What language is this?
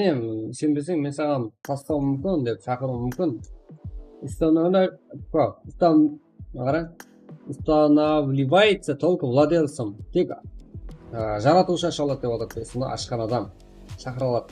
Kara-Kalpak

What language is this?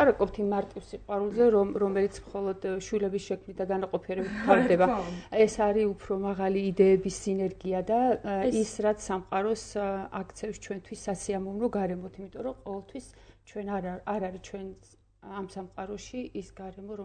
Georgian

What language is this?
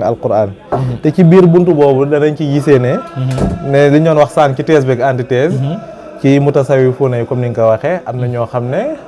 Wolof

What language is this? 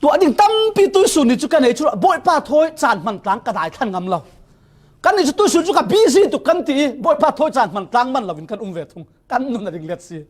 Falam Chin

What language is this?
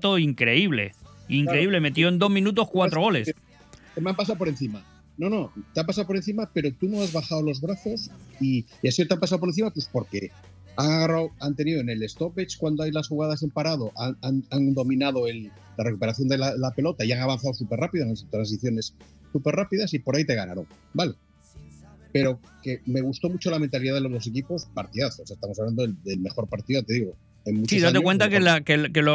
Spanish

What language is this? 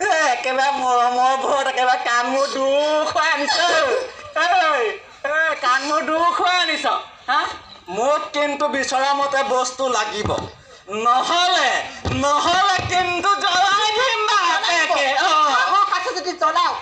Assamese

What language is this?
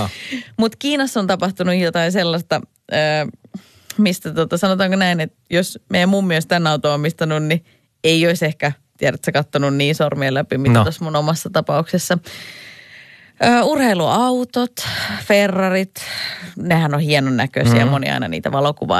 Finnish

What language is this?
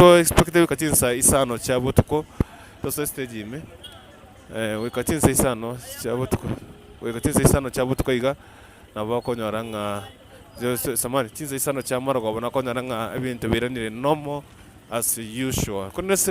Gusii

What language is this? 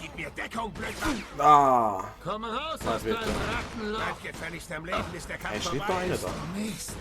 Swiss German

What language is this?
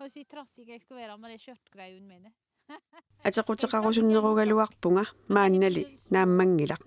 Kalaallisut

